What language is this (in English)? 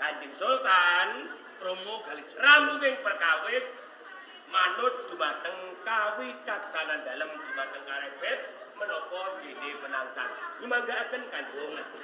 Javanese